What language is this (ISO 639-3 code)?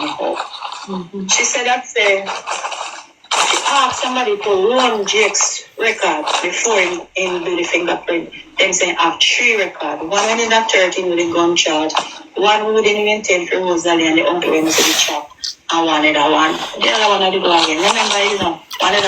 jam